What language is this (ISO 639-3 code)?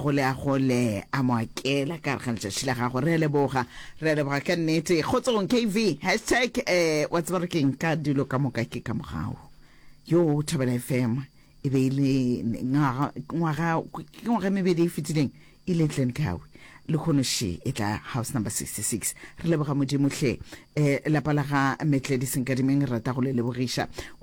nso